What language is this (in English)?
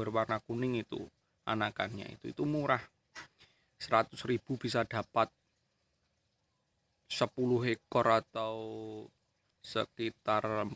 Indonesian